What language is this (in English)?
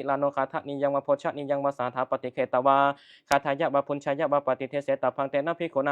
Pali